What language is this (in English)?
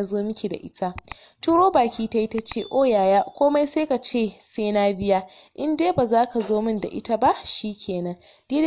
Hausa